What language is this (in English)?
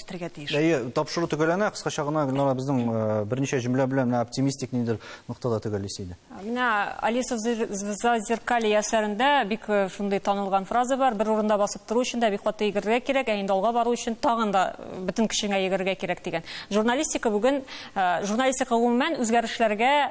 Tatar